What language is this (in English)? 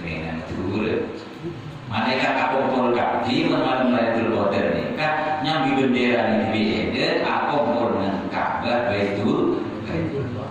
Madurese